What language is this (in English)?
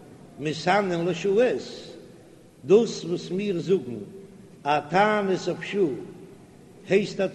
Yiddish